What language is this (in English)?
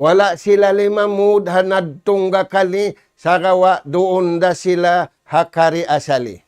Tausug